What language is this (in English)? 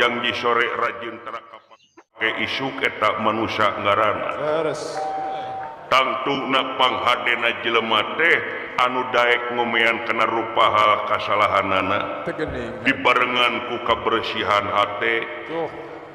Sundanese